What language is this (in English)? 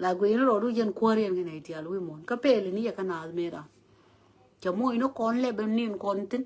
Nuer